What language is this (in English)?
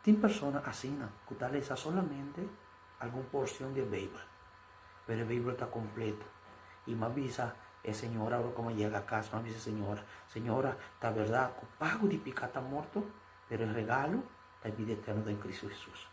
Papiamento